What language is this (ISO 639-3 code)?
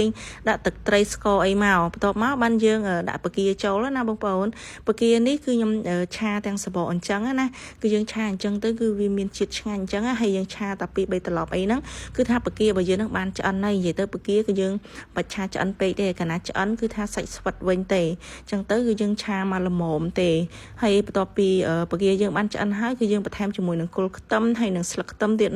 khm